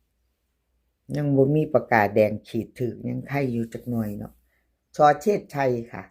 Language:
Northeastern Thai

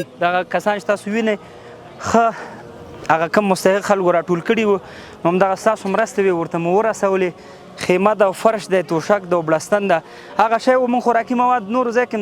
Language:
Pashto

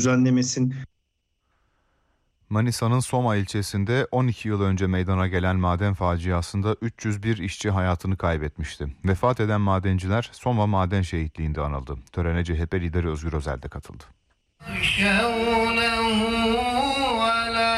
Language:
Turkish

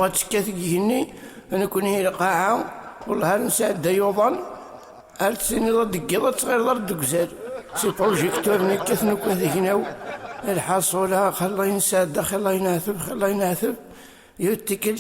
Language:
Kabyle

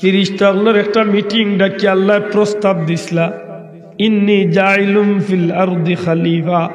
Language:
Sylheti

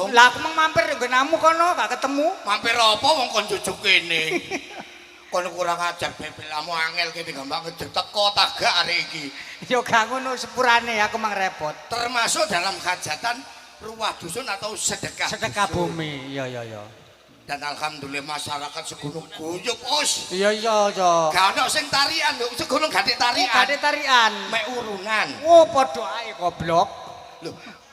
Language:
Javanese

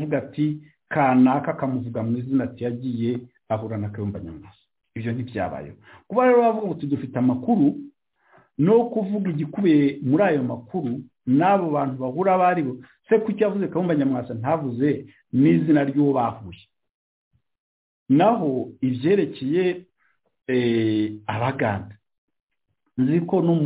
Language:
Kinyarwanda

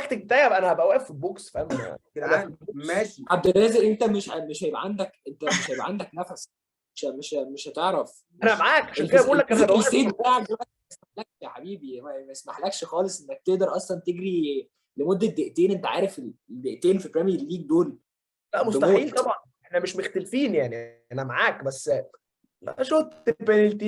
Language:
Egyptian Arabic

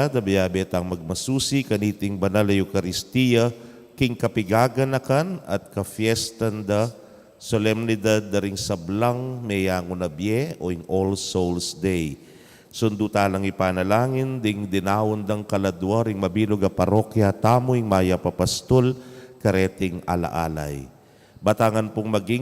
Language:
Pampanga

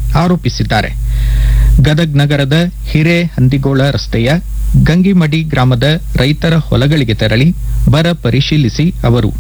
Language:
Kannada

